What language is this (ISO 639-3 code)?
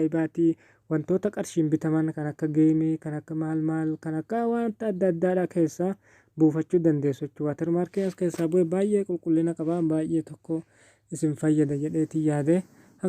orm